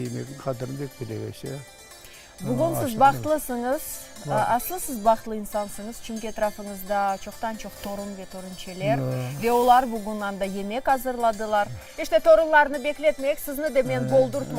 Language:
Crimean Tatar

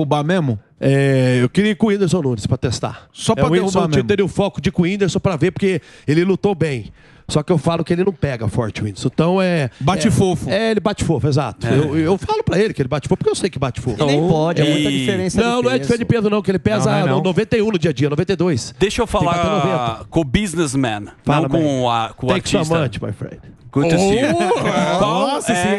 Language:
Portuguese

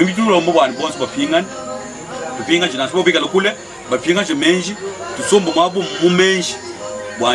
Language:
Luba-Lulua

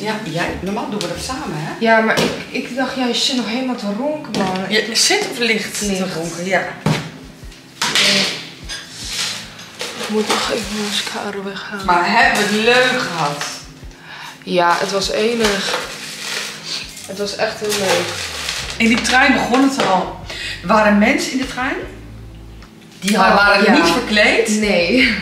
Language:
Dutch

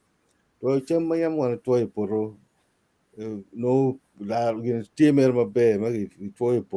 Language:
Acoli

